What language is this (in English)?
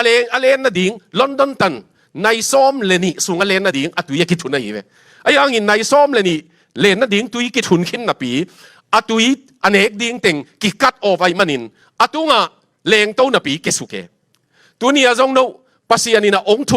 Tedim Chin